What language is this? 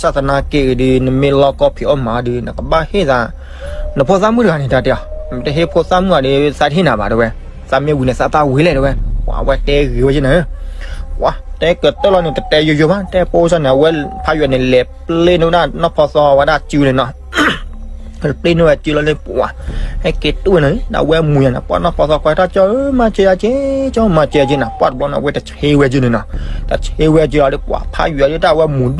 S'gaw Karen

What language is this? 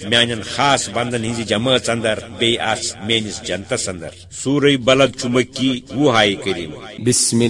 Kashmiri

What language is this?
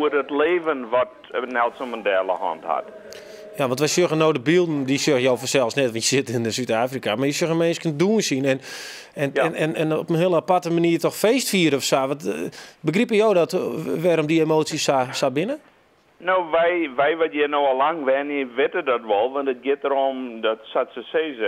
Western Frisian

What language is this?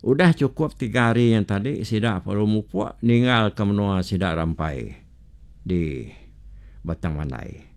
Iban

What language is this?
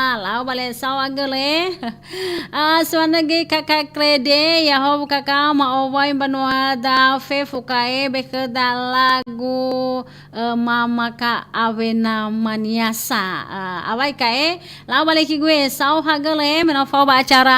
Nias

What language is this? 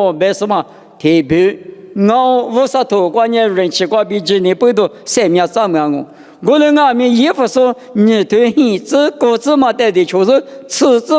Lisu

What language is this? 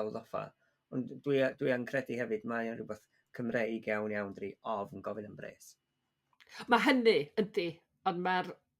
Welsh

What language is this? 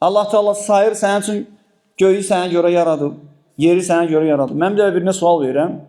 Azerbaijani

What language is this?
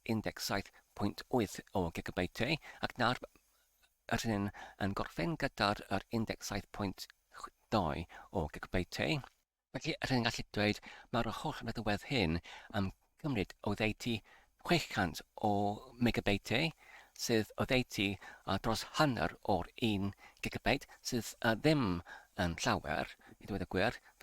Welsh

